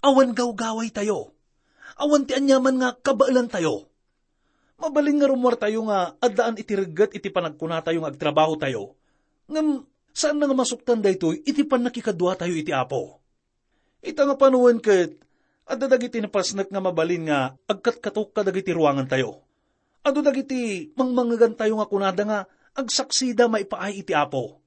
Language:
Iloko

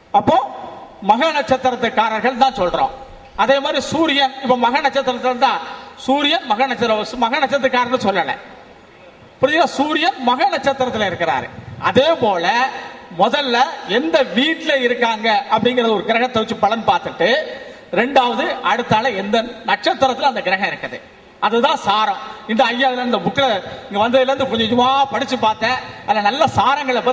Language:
Tamil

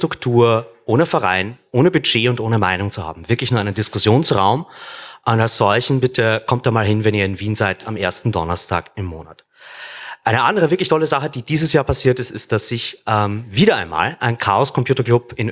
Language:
German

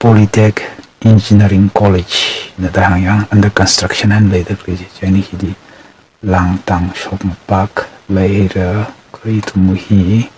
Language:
Tangkhul Naga (India)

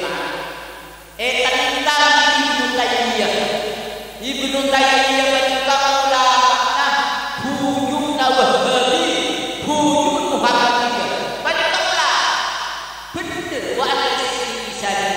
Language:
Madurese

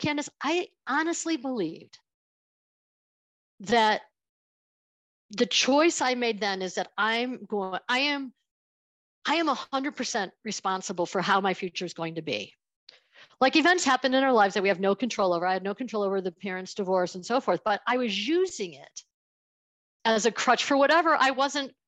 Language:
English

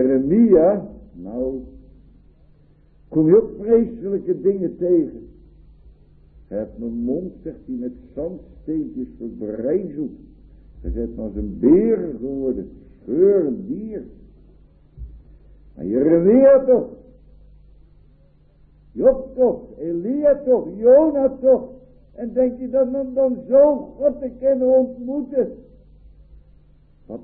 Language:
Dutch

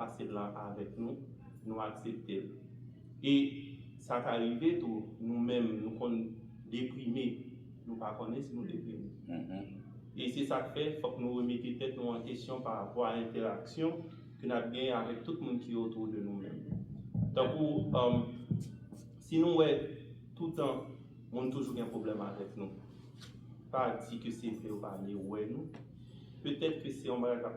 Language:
Haitian Creole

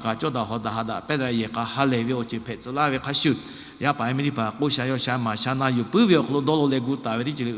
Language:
Lahu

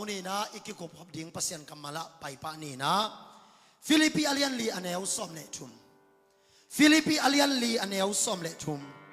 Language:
Tedim Chin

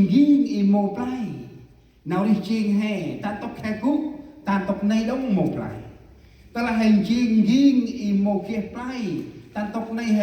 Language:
Central Mnong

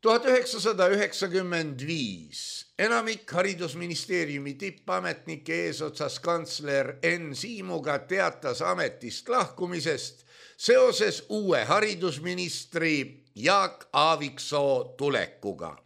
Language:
Estonian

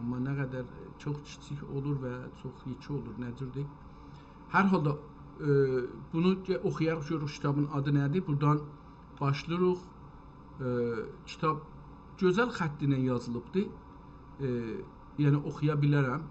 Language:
South Azerbaijani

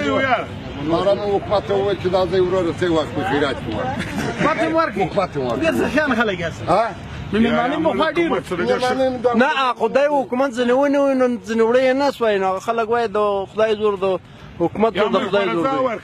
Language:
Pashto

